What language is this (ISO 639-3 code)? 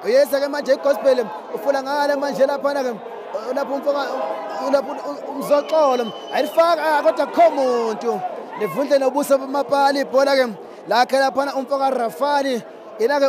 zul